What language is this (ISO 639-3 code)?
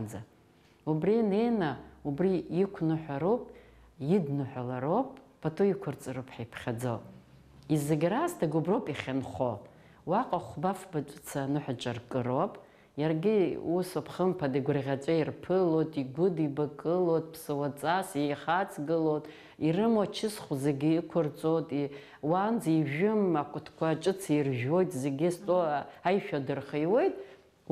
abk